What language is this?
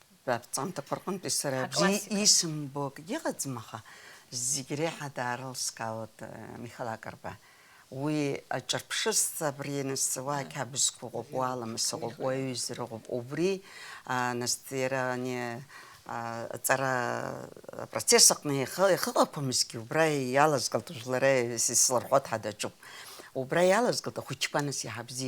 Abkhazian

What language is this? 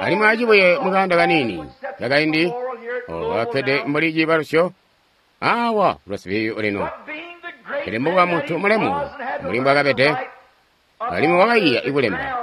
Tonga (Zambia)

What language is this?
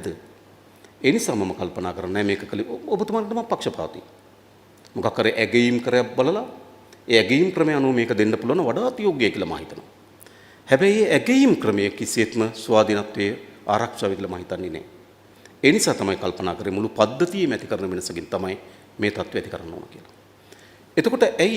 Sinhala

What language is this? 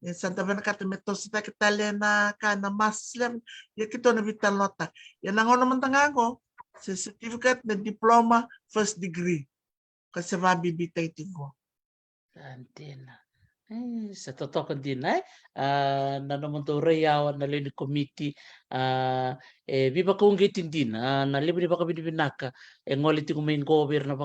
Fijian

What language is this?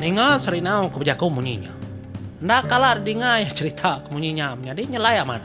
Iban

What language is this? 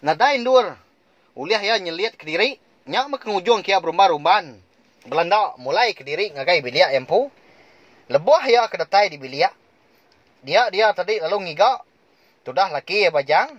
Iban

